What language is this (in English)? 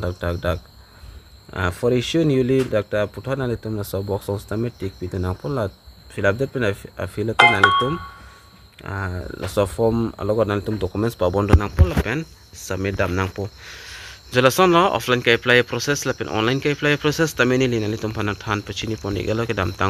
Karbi